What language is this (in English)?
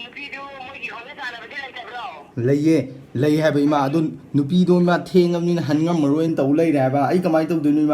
Manipuri